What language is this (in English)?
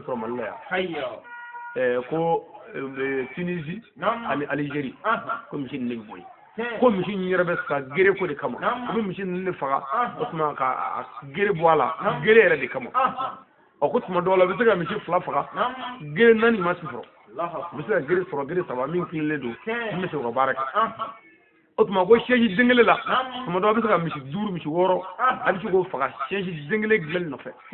Bambara